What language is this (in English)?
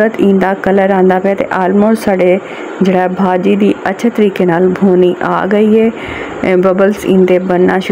Saraiki